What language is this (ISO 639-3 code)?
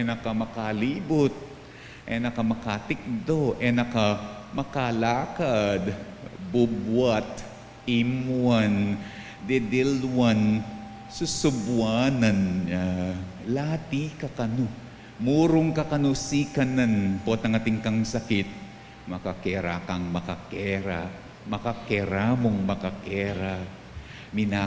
pam